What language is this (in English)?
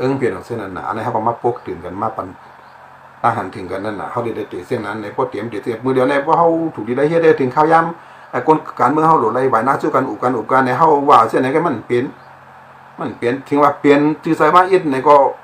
Shan